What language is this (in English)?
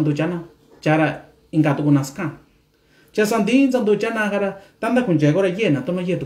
Mixtepec Mixtec